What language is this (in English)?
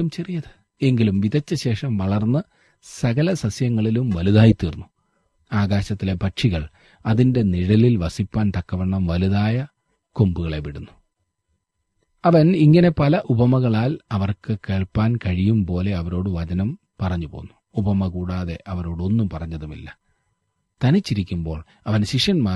Malayalam